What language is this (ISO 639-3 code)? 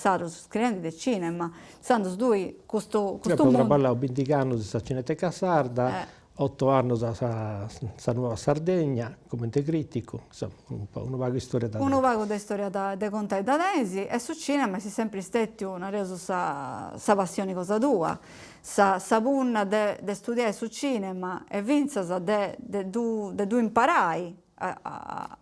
srd